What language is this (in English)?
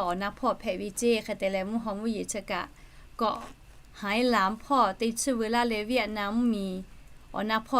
Lahu